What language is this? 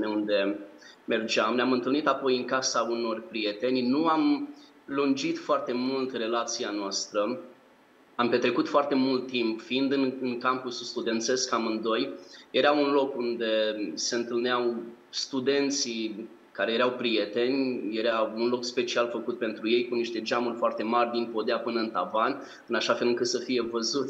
Romanian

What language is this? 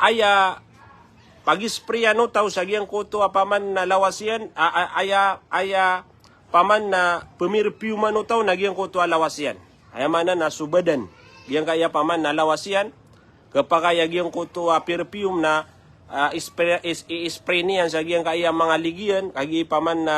Maranao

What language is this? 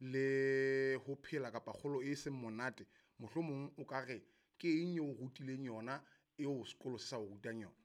Southern Sotho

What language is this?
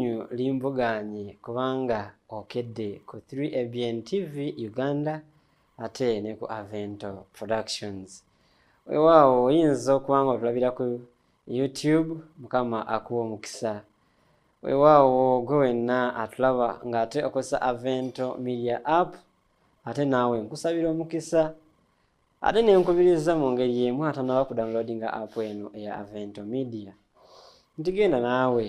Ganda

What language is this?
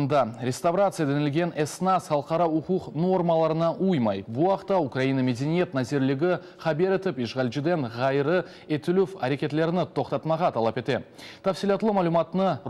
Crimean Tatar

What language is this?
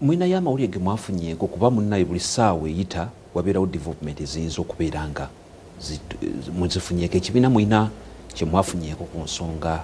Ganda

